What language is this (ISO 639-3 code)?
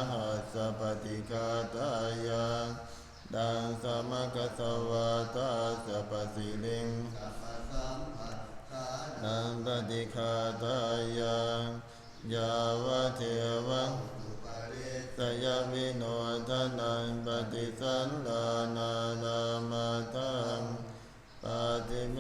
pli